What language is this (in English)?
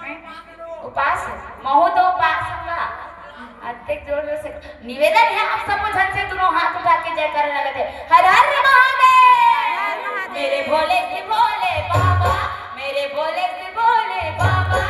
Chhattisgarhi